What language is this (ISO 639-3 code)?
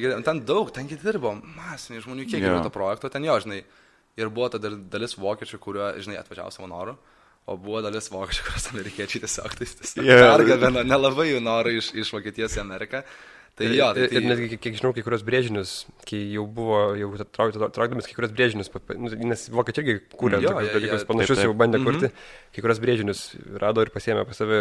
lit